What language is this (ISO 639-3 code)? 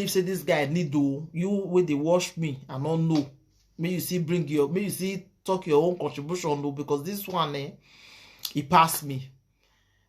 pcm